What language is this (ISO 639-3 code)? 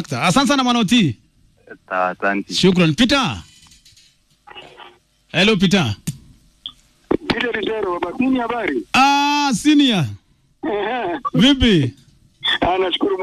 swa